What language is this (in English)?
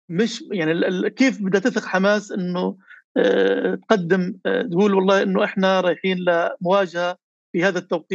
North Levantine Arabic